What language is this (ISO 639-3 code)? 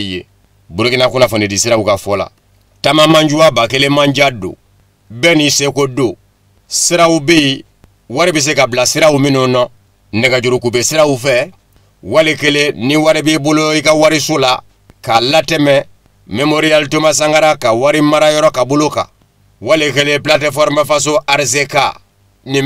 bam